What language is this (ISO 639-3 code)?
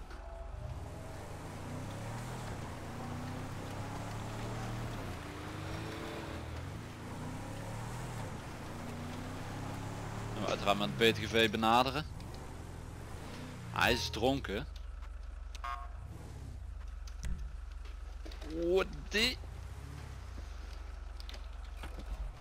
nld